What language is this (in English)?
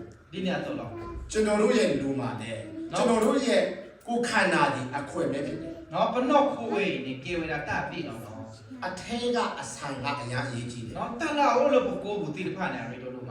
S'gaw Karen